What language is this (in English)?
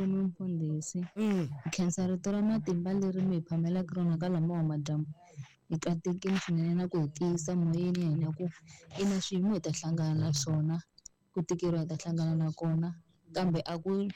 Tsonga